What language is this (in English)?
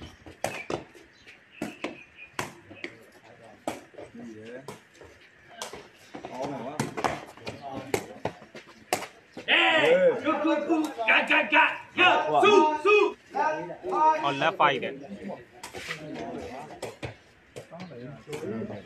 Burmese